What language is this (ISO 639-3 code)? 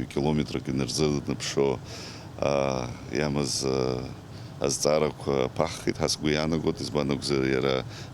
abk